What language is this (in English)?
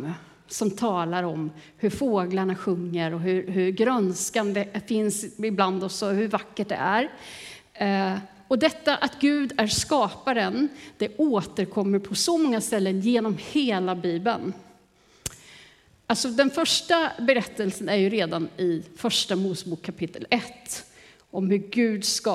Swedish